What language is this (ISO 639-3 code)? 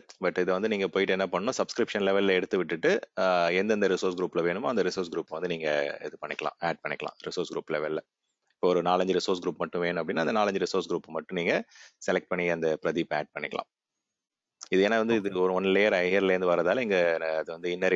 tam